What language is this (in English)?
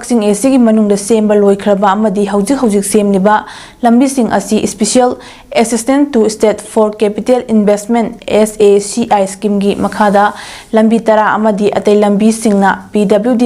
Manipuri